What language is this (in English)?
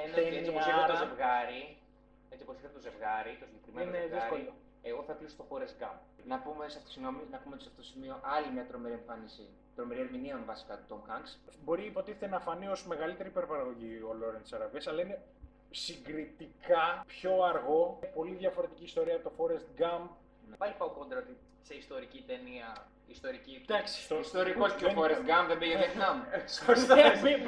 Greek